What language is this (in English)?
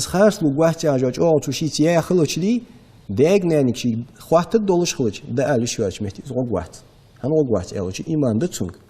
Ingush